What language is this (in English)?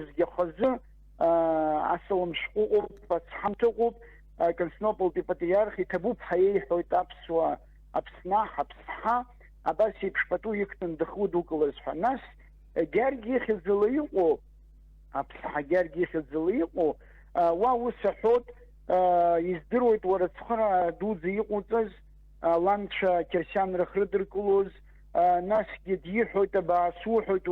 Abkhazian